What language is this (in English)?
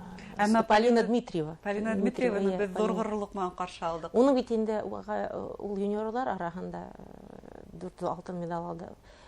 Bashkir